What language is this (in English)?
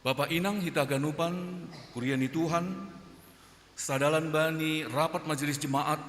Batak Simalungun